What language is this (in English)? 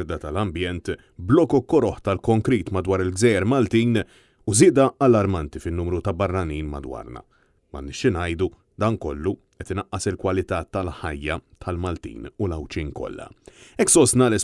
Maltese